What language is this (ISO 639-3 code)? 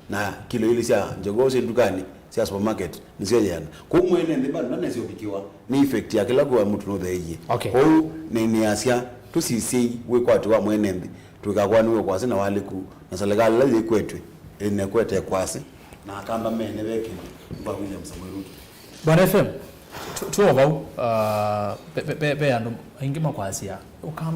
kam